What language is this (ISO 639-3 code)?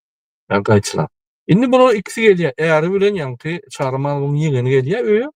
tuk